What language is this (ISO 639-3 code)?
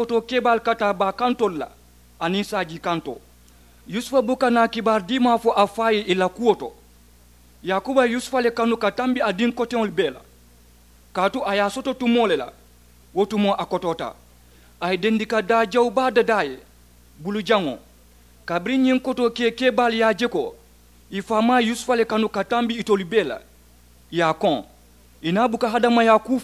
man